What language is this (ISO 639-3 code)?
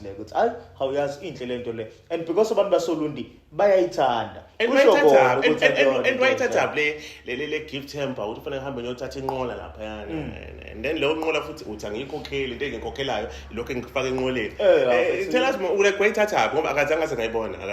zul